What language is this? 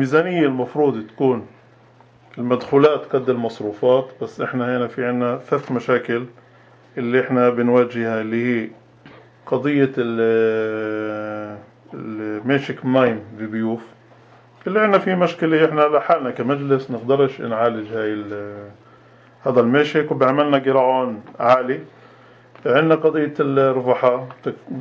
North Levantine Arabic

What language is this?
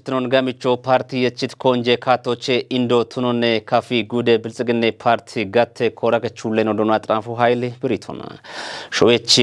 Kafa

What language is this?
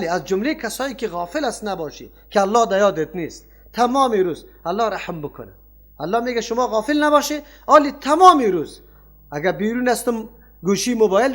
Persian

